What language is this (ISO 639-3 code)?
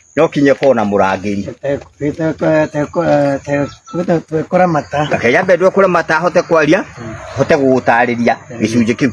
kik